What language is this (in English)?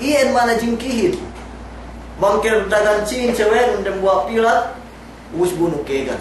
Yakan